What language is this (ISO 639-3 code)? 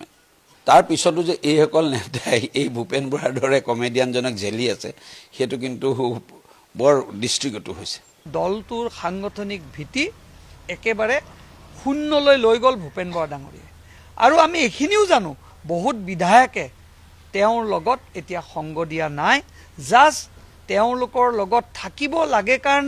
asm